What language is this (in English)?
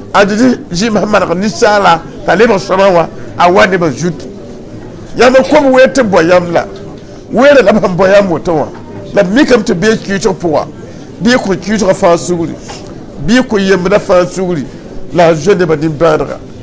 Mossi